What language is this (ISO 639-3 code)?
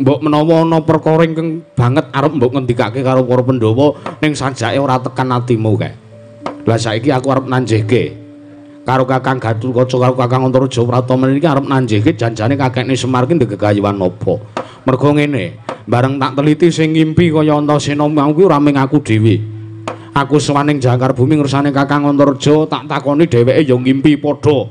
jav